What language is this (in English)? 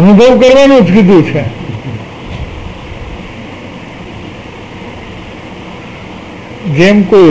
Gujarati